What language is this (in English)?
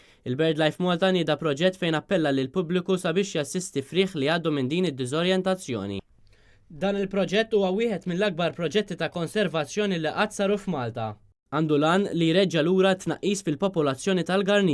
Maltese